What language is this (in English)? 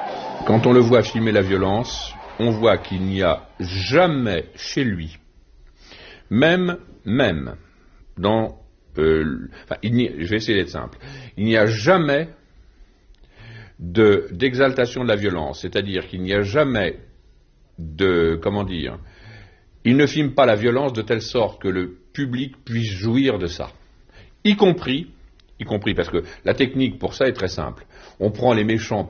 French